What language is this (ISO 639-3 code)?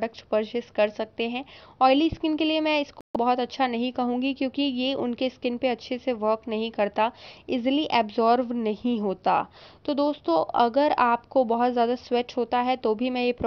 hin